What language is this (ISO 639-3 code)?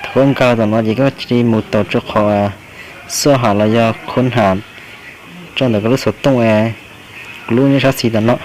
hmn